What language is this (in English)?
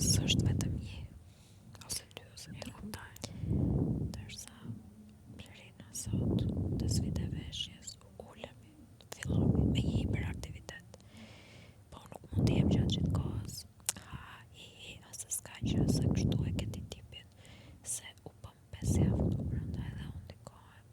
Albanian